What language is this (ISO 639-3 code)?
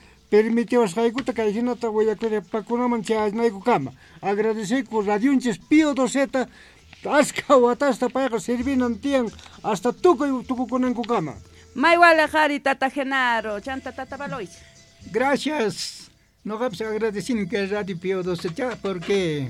que